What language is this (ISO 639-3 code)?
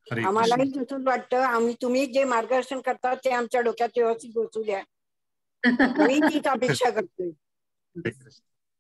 mar